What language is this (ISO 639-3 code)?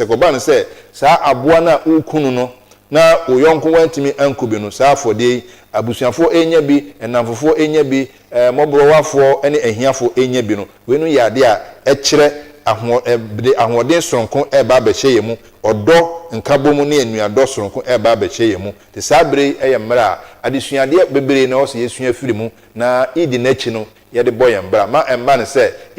aka